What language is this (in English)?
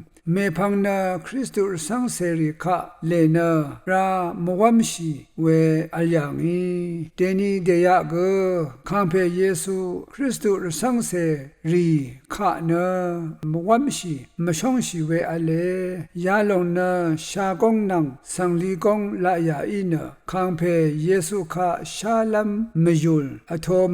Rawang